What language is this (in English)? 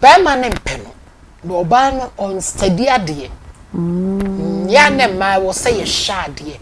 Akan